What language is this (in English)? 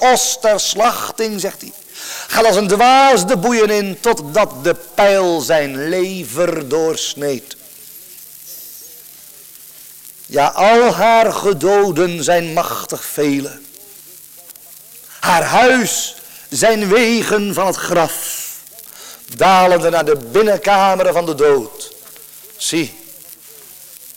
Dutch